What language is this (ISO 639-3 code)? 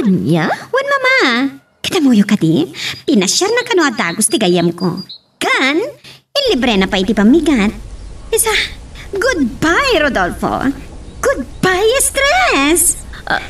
ilo